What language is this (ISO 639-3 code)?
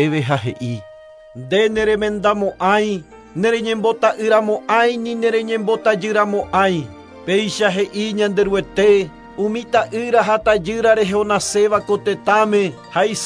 grn